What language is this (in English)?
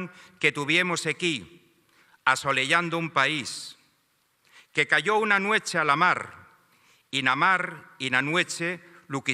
Asturian